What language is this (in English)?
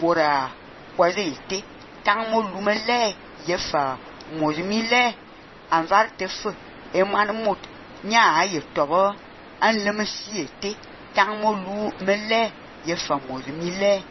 Fang